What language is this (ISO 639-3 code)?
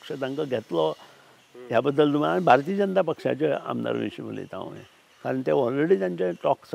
kok